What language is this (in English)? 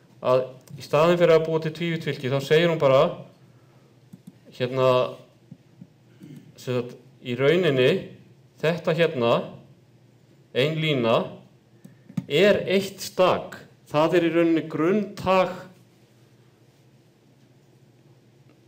Icelandic